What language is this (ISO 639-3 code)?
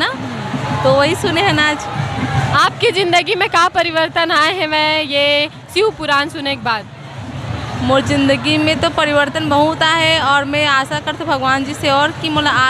hne